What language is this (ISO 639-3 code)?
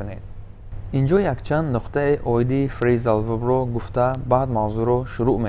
tgk